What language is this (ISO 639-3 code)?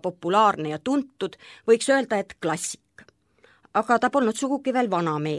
est